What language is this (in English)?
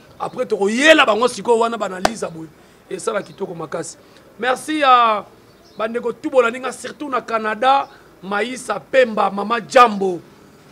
Lingala